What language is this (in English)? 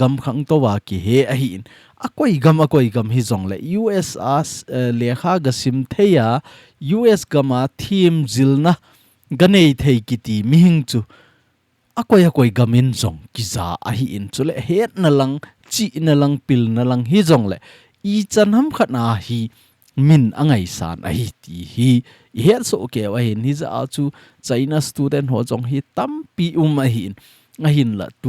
Thado Chin